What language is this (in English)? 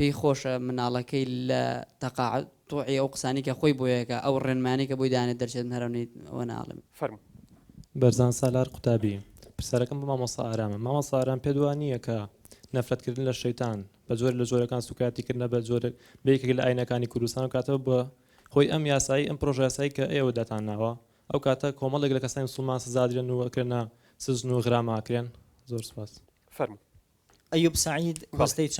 Central Kurdish